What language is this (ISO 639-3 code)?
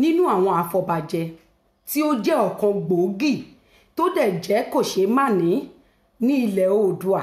yor